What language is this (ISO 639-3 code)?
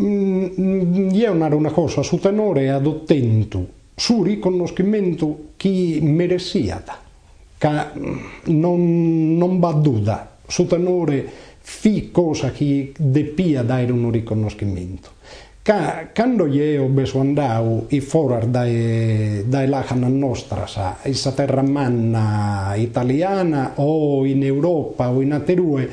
srd